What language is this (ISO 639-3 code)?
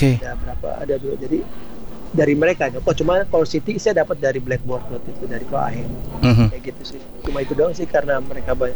ind